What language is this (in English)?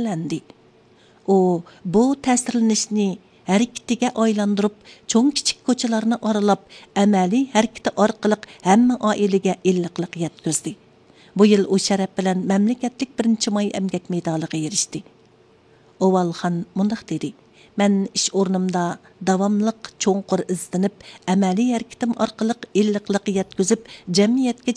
Uyghur